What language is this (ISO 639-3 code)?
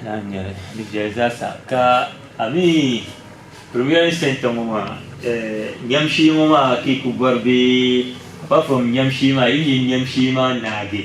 dag